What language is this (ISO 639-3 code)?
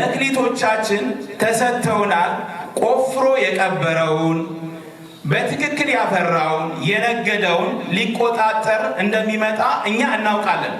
amh